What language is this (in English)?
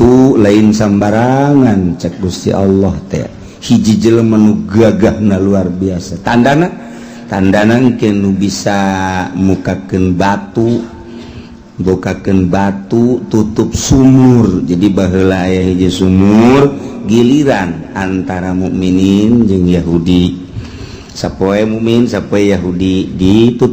Sundanese